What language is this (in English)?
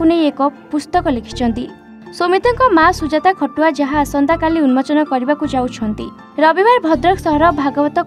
Odia